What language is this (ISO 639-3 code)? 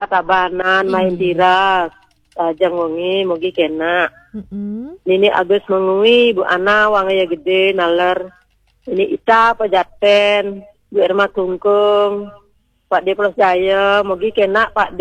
ban